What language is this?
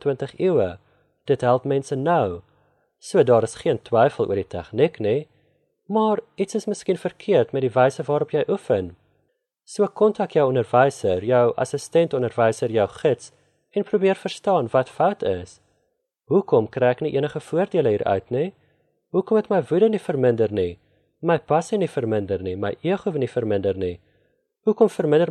Afrikaans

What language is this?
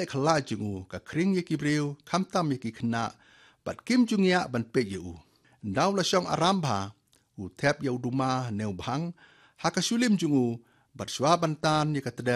Khasi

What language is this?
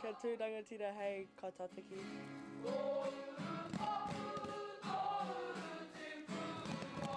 Māori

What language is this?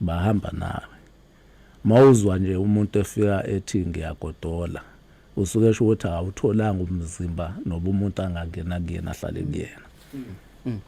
Zulu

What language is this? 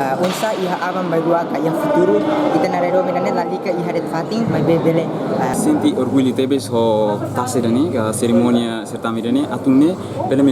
Tetum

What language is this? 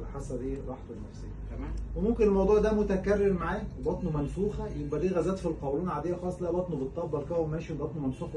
Egyptian Arabic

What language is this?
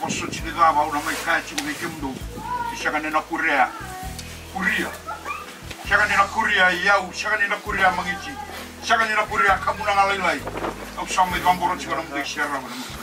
Fijian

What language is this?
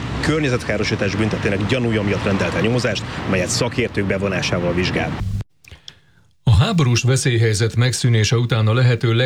Hungarian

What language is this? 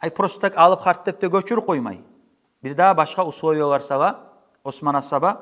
Kumyk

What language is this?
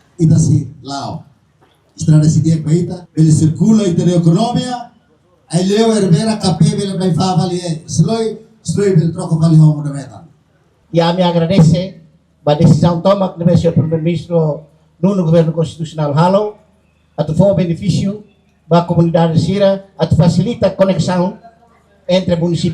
Tetum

